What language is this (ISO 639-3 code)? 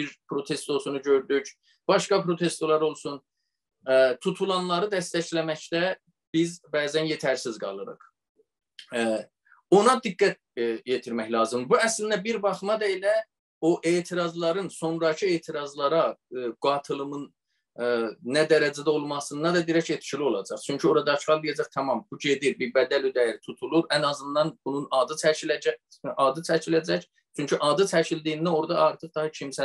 azb